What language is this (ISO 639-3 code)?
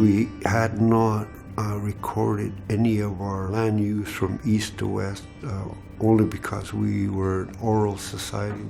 iku